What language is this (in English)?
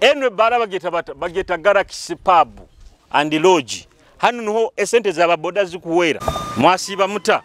Nyoro